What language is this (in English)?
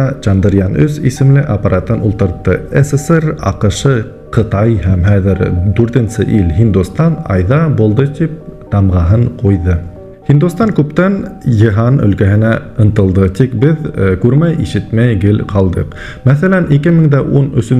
Bashkir